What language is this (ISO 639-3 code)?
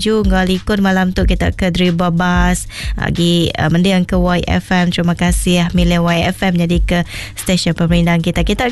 msa